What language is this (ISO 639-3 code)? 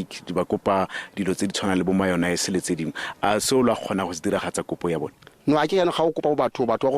tsn